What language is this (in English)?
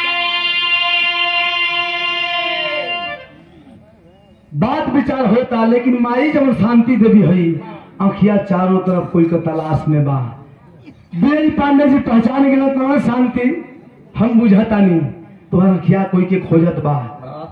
Bhojpuri